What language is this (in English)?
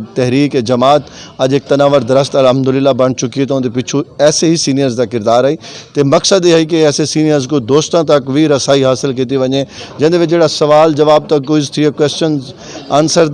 Saraiki